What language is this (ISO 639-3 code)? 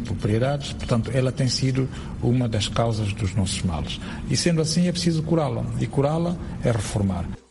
por